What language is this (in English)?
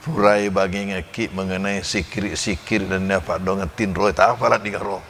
Buginese